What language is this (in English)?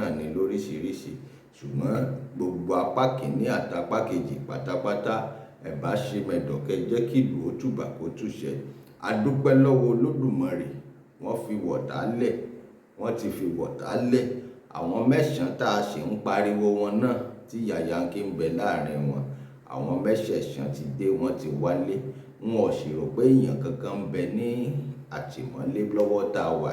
Yoruba